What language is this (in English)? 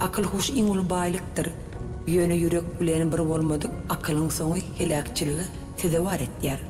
Turkmen